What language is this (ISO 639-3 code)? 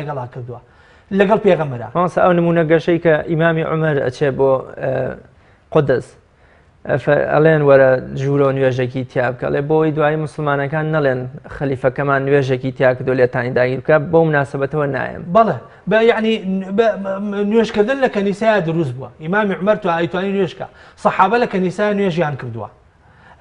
ckb